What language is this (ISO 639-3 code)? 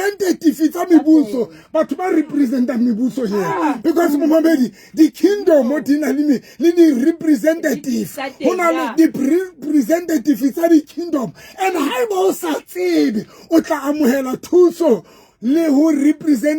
sot